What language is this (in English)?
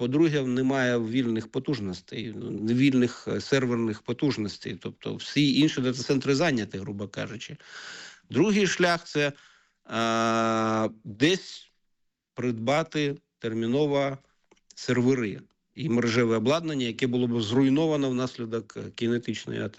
Ukrainian